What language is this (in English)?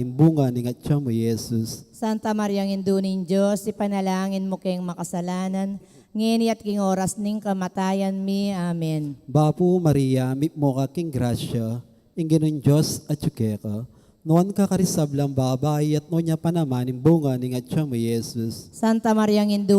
Pampanga